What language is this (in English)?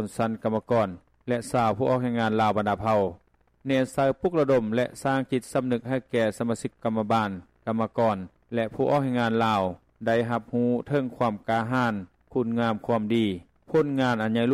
Lao